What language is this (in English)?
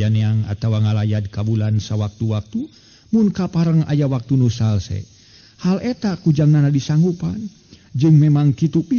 Sundanese